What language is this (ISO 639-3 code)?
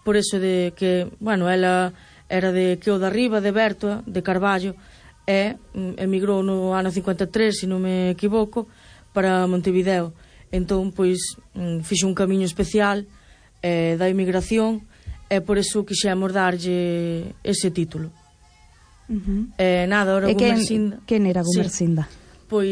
glg